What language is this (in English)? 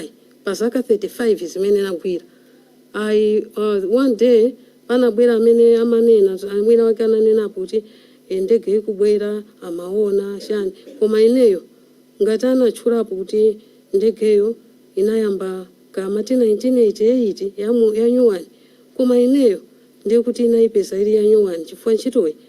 Nyanja